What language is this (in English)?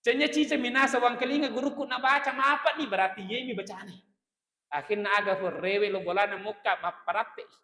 Buginese